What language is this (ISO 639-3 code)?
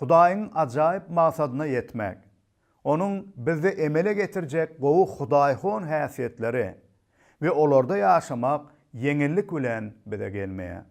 tuk